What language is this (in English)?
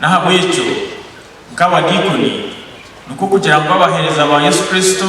Nyankole